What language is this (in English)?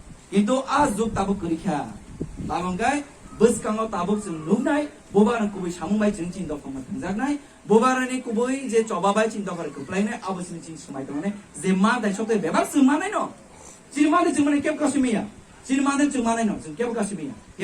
Kok Borok